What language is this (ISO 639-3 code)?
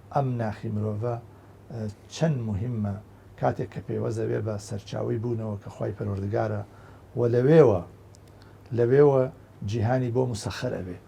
ckb